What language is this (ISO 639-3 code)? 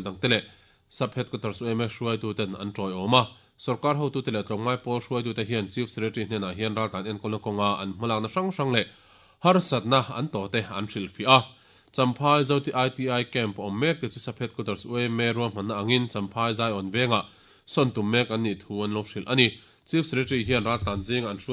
lus